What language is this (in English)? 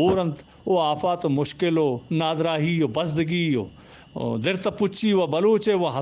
Eastern Balochi